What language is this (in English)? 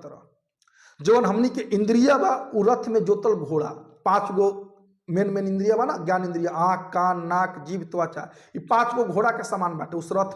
Bhojpuri